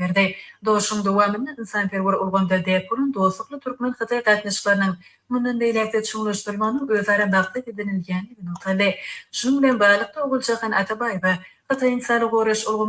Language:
Turkmen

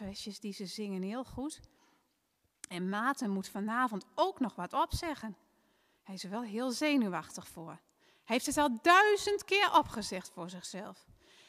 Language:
Dutch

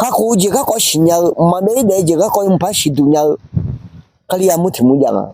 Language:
Akha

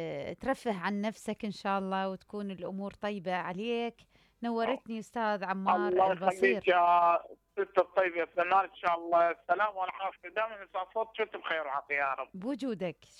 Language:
Mesopotamian Arabic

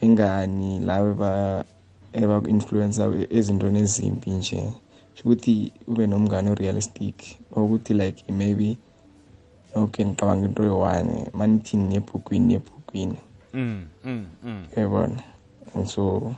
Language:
South Ndebele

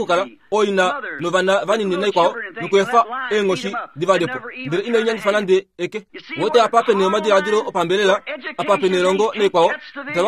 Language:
Kuanyama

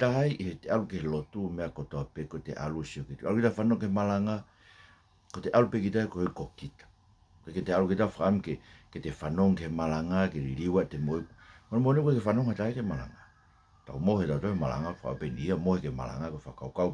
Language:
Tongan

